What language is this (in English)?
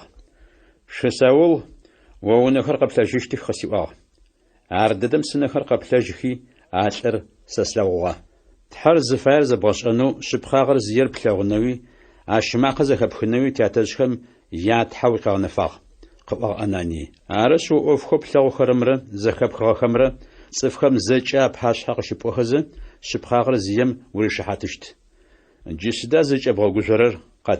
Adyghe